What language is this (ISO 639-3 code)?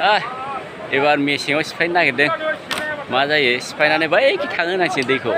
brx